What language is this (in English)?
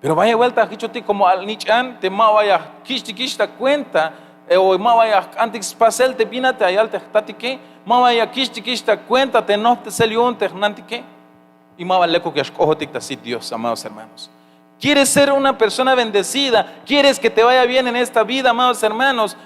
Tzeltal